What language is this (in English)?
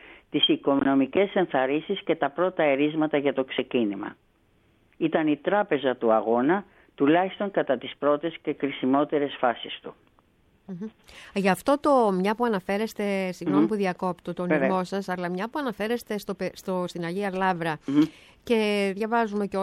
Greek